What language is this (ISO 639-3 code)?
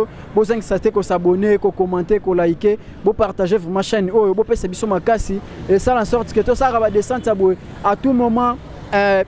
lin